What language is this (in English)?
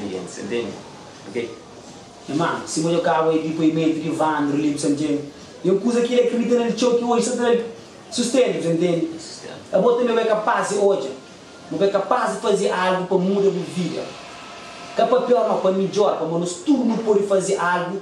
Kabuverdianu